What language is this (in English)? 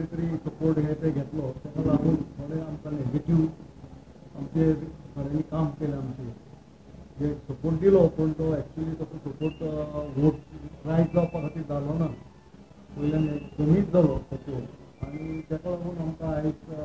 Konkani